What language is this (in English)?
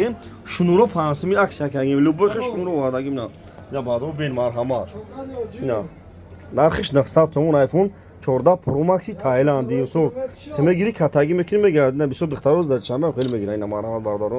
Tajik